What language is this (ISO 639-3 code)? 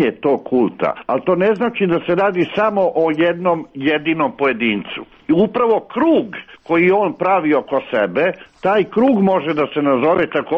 srp